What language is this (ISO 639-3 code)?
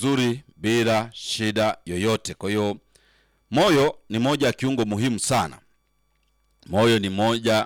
swa